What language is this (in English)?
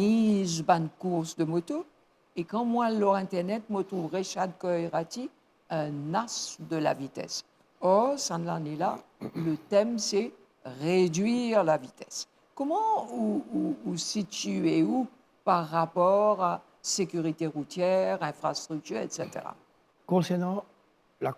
Morisyen